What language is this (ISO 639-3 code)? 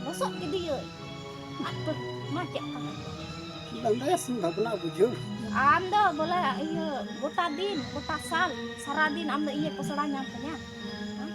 sat